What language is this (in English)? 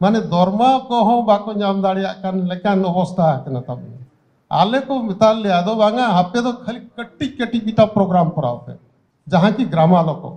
Santali